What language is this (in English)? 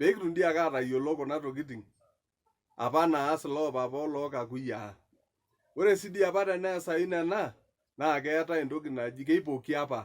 Masai